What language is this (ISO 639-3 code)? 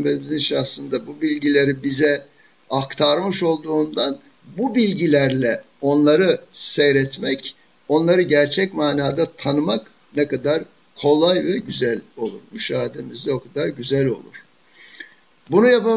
tur